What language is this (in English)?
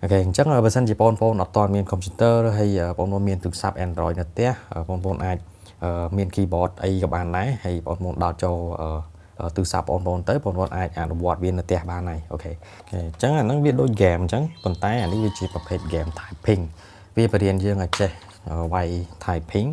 Khmer